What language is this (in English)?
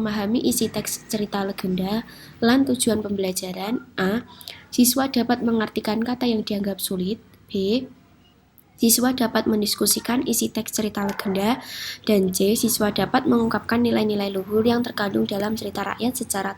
Javanese